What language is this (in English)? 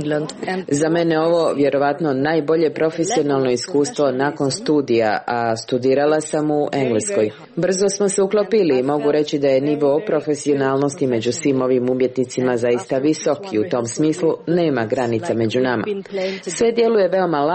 Serbian